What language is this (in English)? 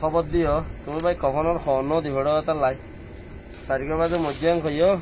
Rohingya